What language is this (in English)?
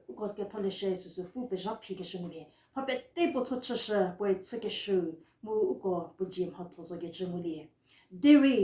Angami Naga